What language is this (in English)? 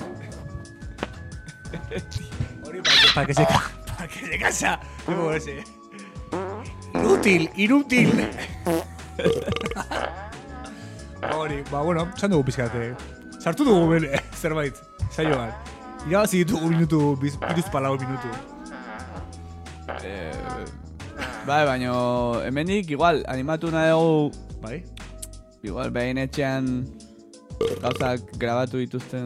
Basque